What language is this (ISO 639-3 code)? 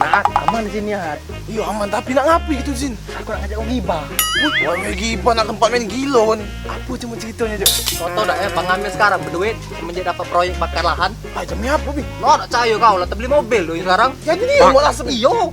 mui